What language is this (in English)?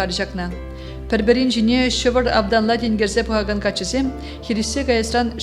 Chuvash